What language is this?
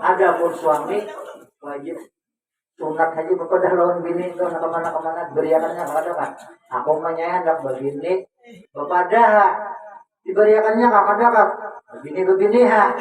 Banjar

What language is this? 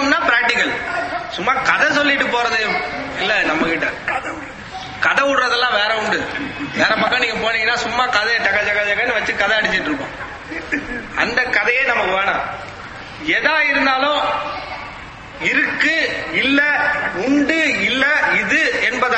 Tamil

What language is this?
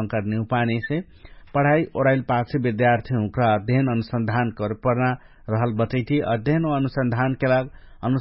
Dangaura Tharu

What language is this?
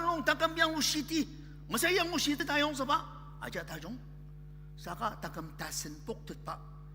Ao Naga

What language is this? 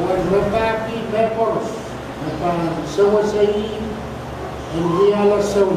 Pohnpeian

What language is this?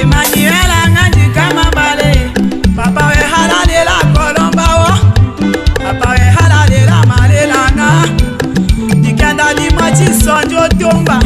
Tetela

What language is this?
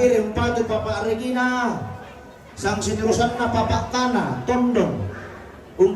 Toraja-Sa'dan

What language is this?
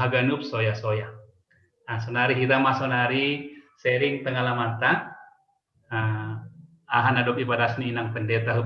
Batak Simalungun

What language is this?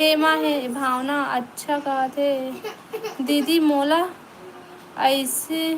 Chhattisgarhi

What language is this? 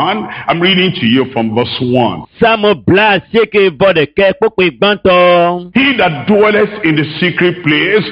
Ewe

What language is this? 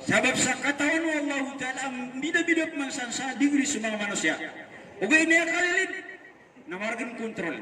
Maranao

